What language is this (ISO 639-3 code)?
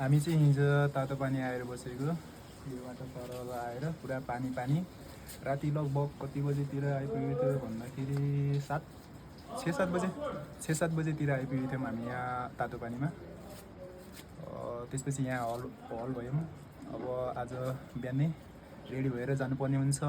nep